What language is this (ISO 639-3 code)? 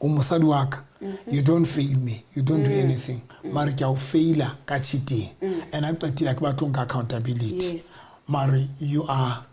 sot